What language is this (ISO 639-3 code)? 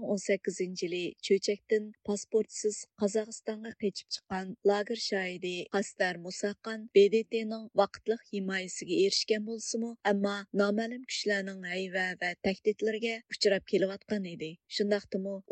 uig